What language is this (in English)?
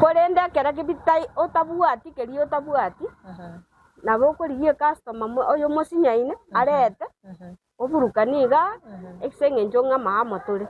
Gusii